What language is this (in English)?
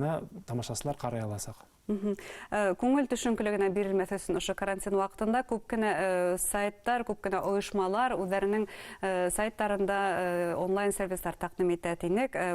Bashkir